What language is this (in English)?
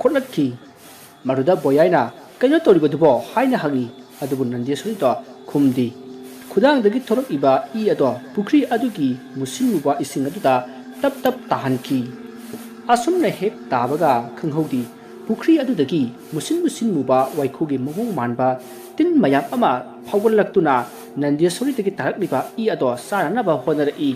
Manipuri